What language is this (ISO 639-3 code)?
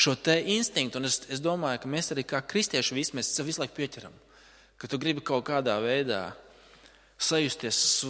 lav